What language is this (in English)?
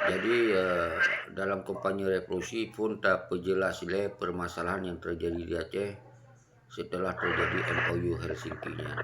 Achinese